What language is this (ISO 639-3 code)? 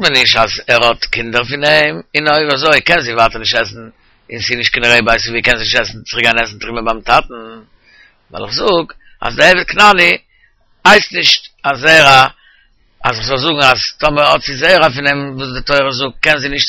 yid